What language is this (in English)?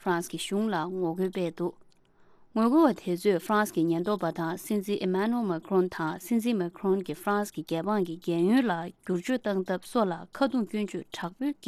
Tibetan